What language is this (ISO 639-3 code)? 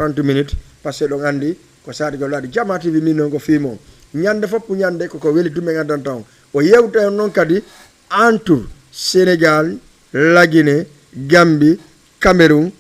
ful